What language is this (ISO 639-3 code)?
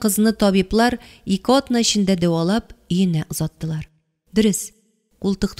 tat